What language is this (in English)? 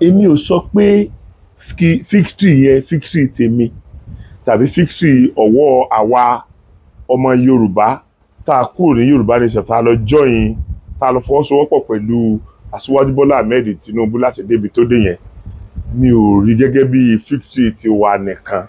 Yoruba